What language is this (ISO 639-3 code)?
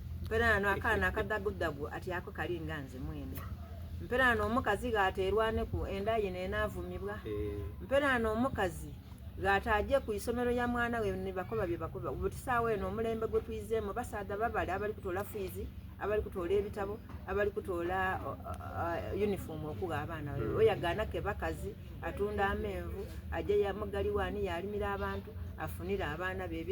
xog